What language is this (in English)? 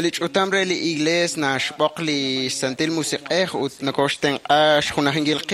Kekchí